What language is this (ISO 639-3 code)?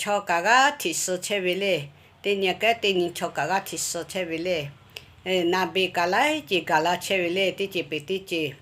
lhu